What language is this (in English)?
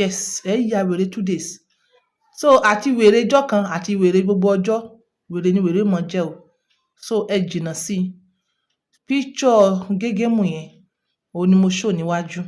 Yoruba